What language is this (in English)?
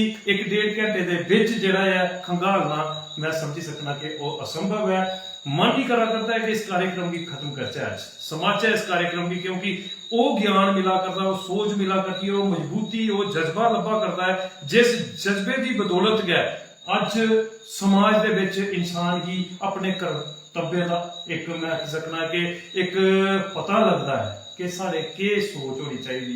Dogri